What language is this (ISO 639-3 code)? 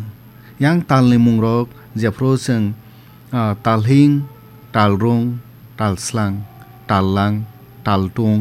trp